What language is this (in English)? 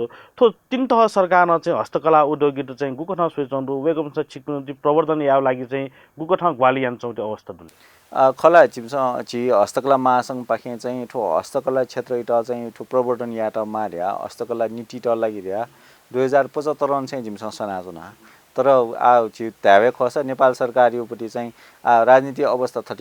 Newari